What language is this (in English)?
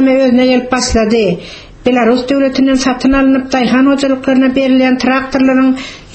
Turkmen